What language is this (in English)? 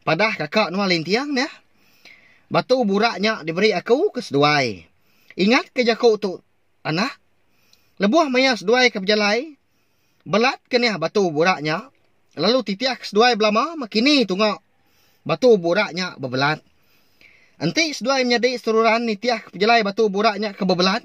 Iban